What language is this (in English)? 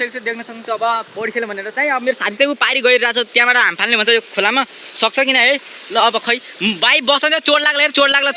Nepali